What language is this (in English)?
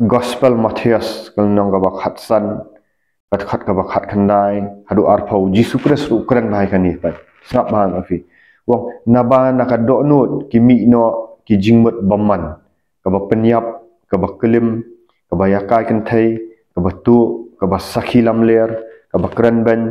Khasi